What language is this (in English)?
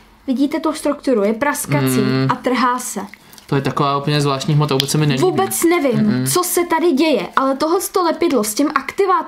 Czech